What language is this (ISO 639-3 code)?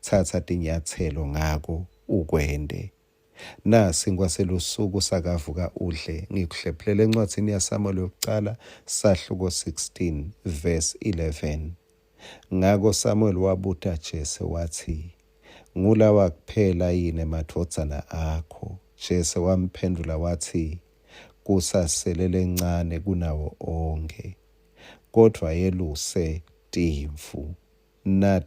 ssw